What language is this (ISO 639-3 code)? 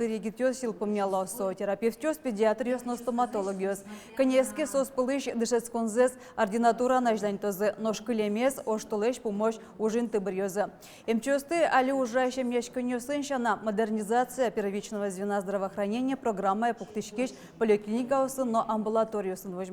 udm